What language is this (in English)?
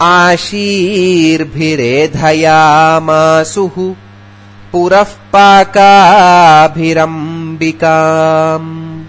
Sanskrit